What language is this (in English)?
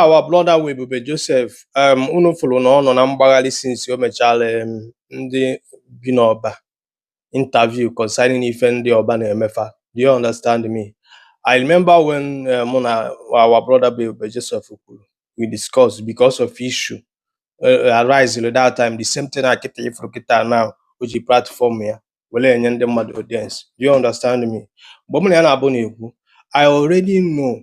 Igbo